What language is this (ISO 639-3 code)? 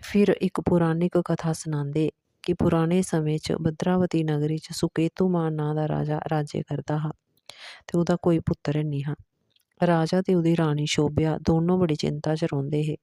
doi